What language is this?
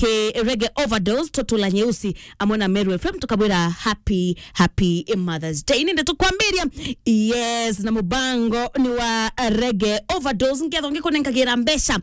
Meru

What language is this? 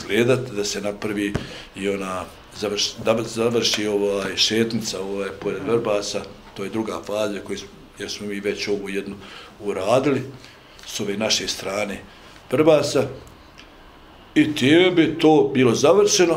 Bosnian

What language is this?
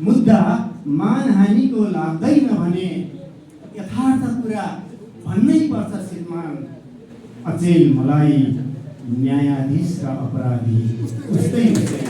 Nepali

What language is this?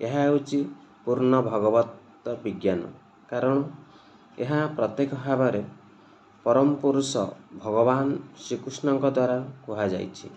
Odia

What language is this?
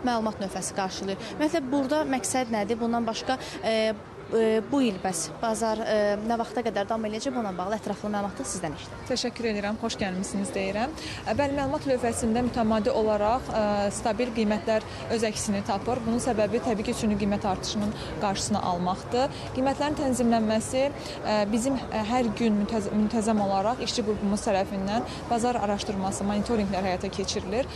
Azerbaijani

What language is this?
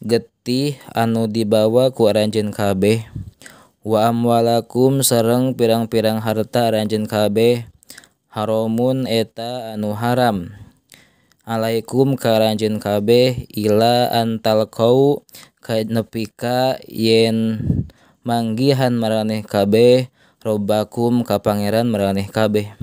Sundanese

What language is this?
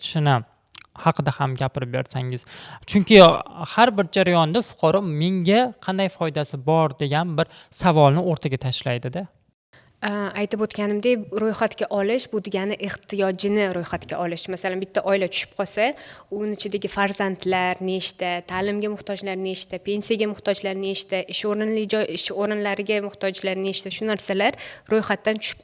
Uzbek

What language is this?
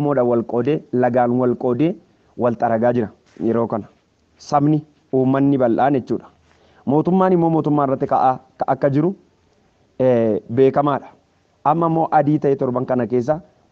Oromo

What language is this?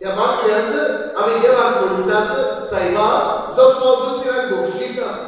Konkani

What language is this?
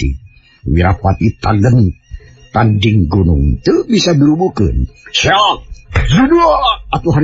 Sundanese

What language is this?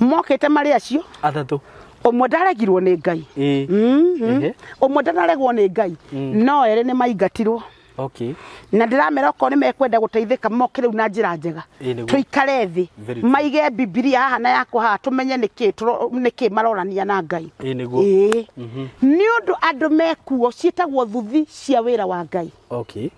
Kikuyu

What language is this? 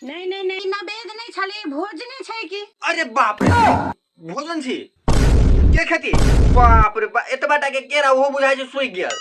Maithili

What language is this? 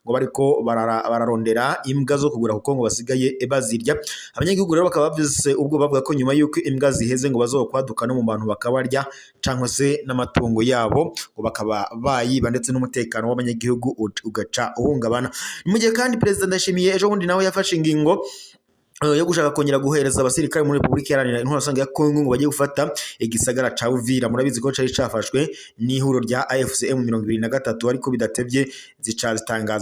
Rundi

